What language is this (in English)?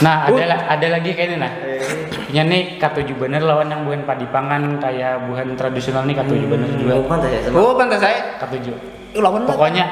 Banjar